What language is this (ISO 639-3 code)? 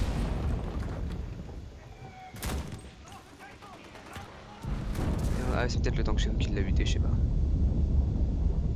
fra